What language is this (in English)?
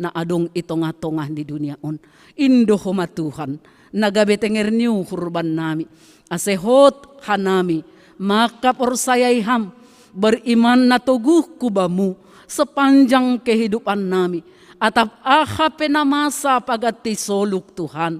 Batak Simalungun